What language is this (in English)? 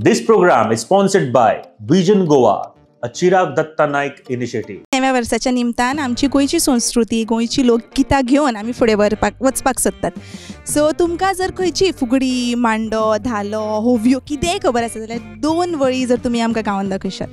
Konkani